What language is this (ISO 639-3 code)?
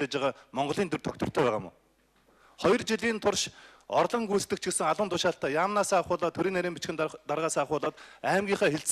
mon